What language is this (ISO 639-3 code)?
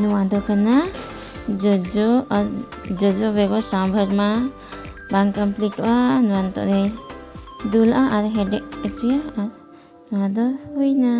sat